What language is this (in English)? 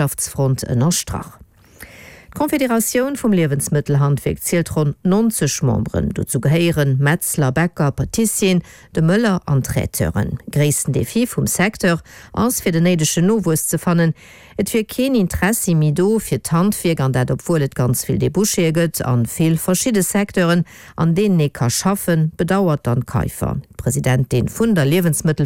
Luxembourgish